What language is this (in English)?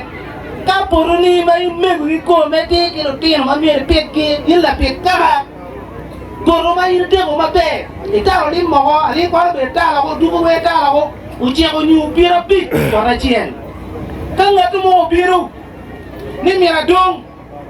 Acoli